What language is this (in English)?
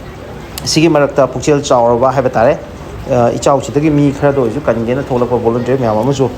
Manipuri